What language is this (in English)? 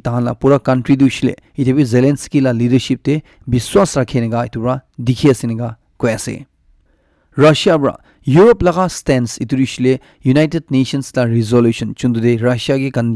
Naga Pidgin